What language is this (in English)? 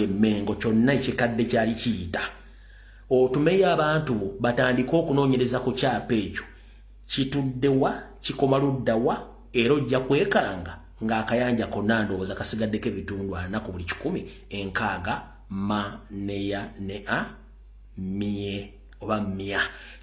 Ganda